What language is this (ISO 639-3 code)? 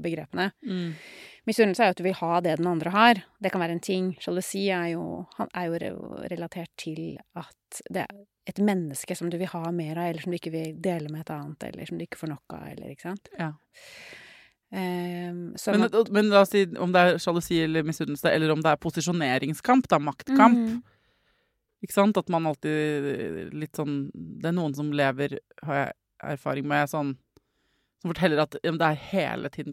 nor